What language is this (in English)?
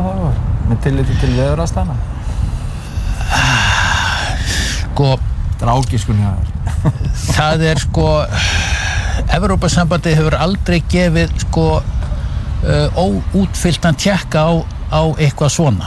Icelandic